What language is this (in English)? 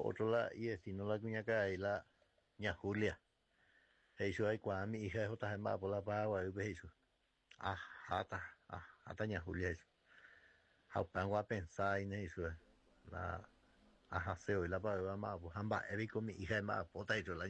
Guarani